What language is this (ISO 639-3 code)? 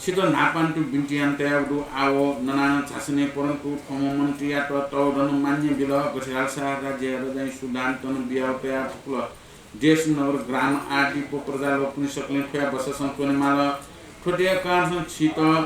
new